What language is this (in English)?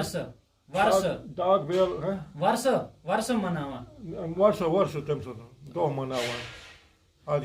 Kashmiri